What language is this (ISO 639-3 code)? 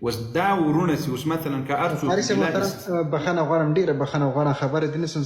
pus